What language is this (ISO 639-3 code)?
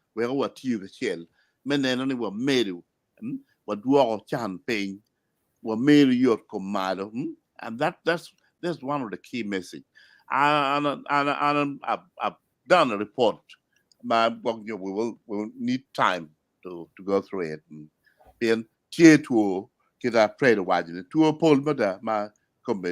ach